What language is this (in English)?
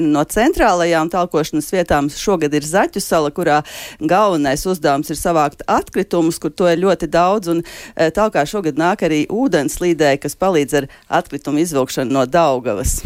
Latvian